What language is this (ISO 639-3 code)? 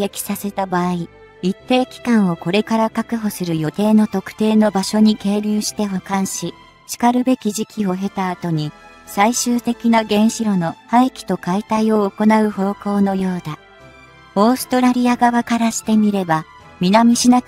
jpn